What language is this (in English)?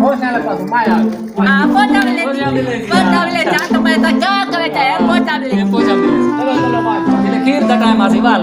Saraiki